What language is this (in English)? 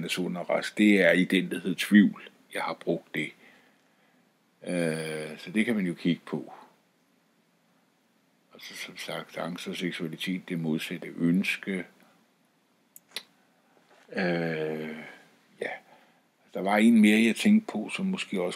Danish